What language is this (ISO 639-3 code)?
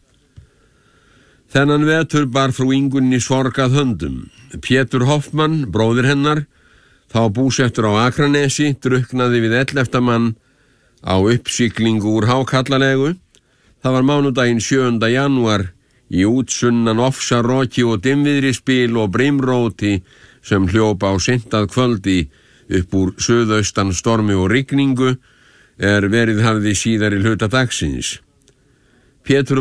isl